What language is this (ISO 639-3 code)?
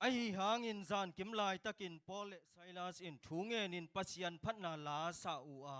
ctd